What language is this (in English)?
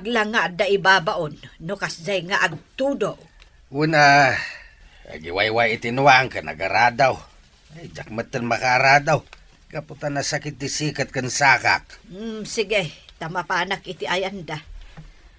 Iloko